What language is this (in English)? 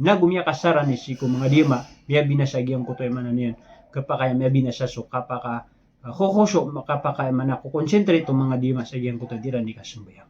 Maranao